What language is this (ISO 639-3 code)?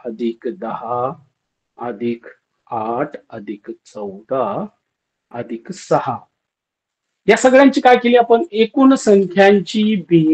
mar